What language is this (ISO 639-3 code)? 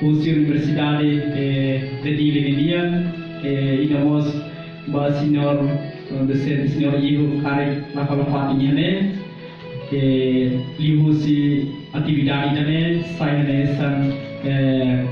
tet